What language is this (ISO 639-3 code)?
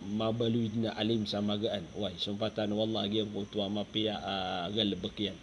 mrw